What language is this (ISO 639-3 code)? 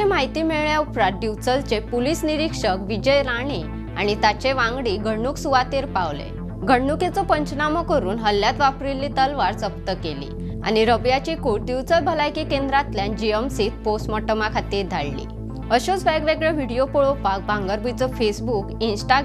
kok